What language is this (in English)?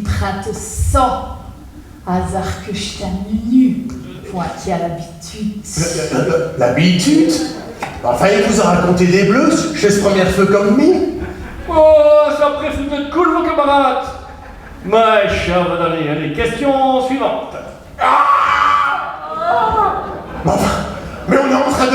Picard